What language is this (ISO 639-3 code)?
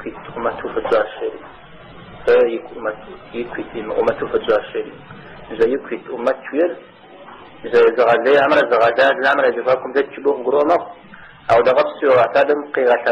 kbd